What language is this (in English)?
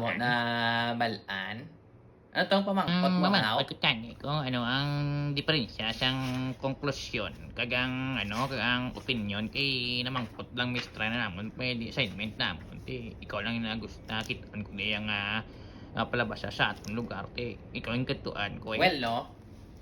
Hiligaynon